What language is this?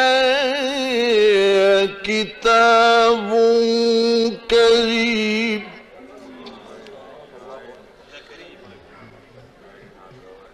Arabic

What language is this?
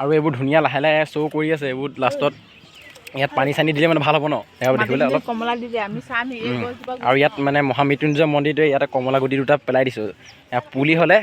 Assamese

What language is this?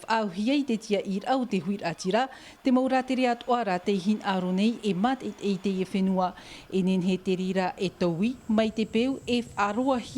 Tahitian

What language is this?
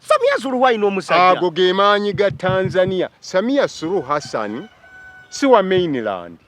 Ganda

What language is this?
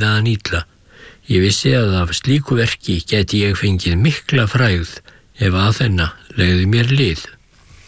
Icelandic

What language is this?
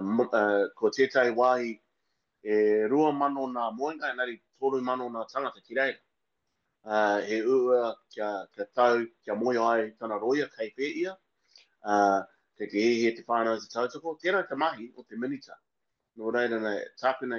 Māori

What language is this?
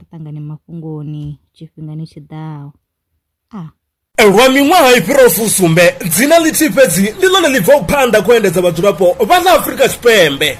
Venda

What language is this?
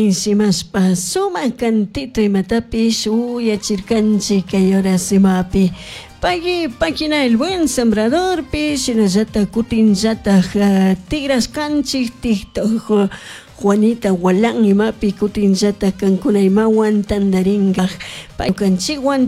Chimborazo Highland Quichua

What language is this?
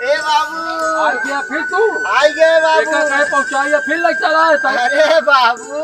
Awadhi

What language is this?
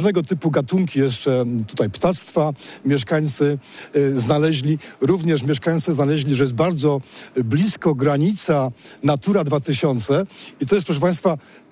Polish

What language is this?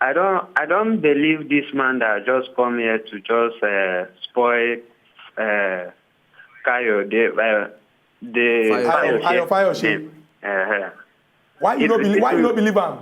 Nigerian Pidgin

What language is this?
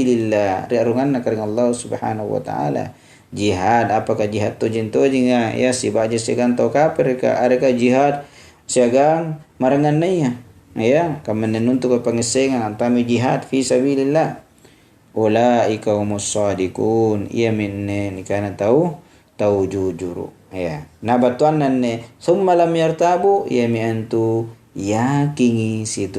Makasar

